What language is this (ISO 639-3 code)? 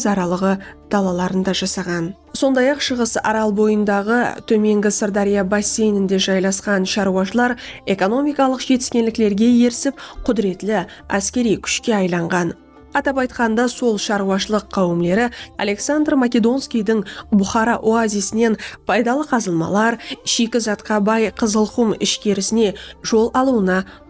kaa